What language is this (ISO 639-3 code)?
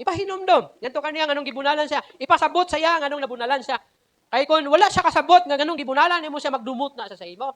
ceb